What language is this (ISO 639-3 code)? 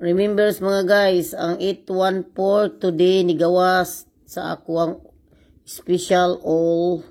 ceb